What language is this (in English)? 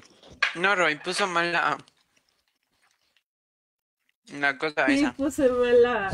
Spanish